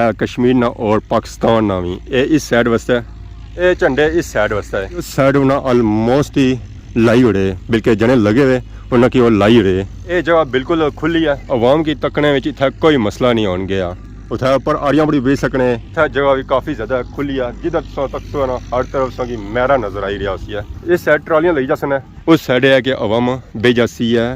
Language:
Pahari-Potwari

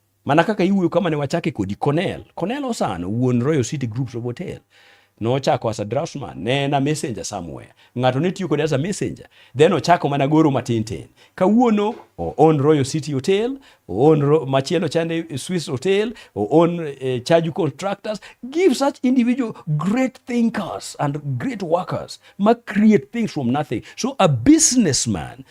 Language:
Luo (Kenya and Tanzania)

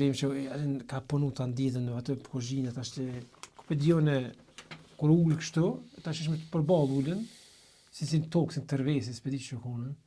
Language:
Albanian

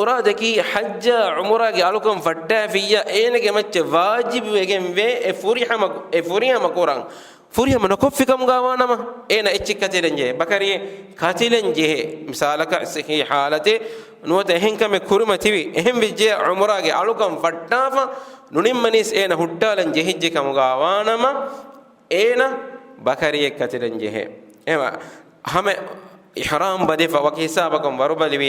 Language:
Divehi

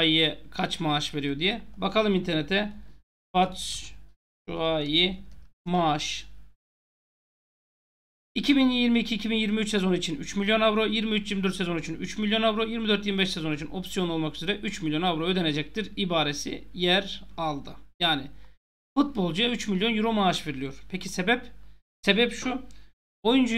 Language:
Turkish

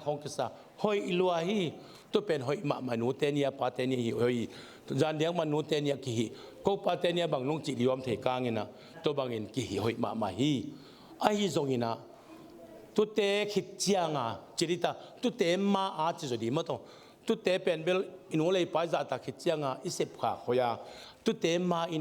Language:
Tedim Chin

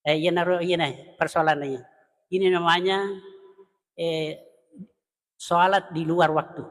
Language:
Buginese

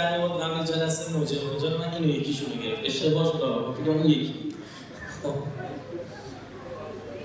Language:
Persian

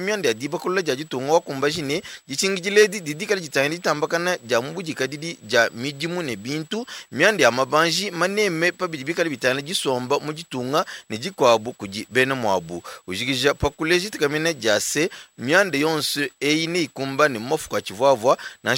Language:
Luba-Lulua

